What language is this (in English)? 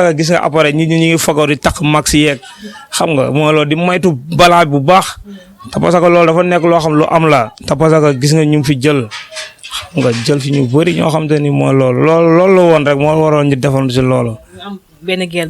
Wolof